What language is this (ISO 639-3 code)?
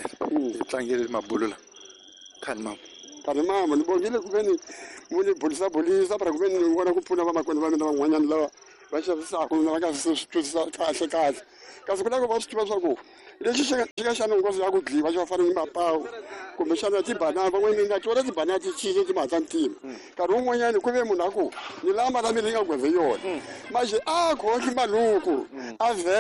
tso